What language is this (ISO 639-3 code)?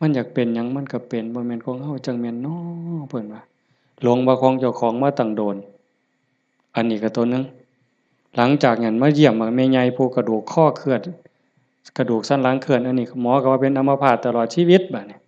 lao